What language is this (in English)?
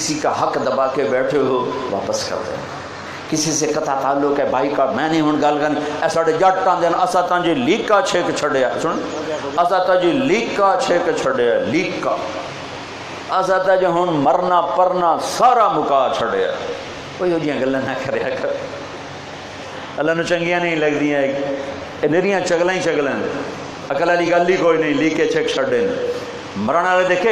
Urdu